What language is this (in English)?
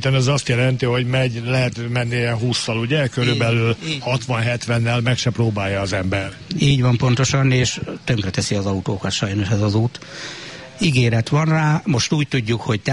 Hungarian